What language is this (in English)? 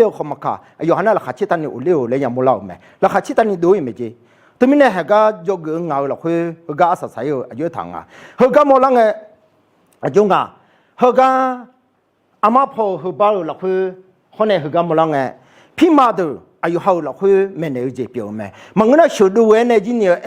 Akha